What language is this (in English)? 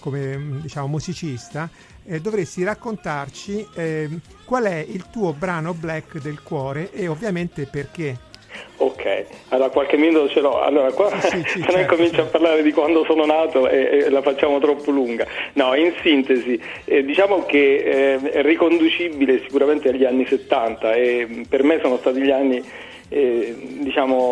Italian